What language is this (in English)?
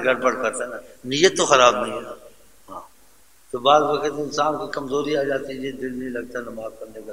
Urdu